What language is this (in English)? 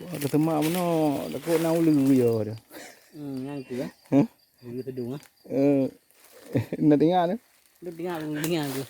Achinese